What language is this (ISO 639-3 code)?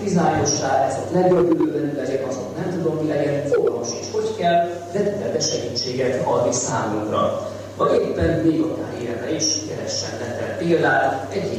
hun